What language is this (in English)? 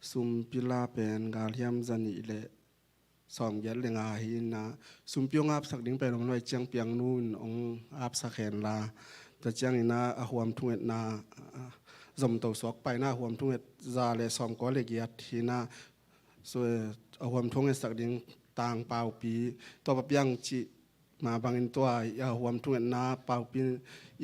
Tedim Chin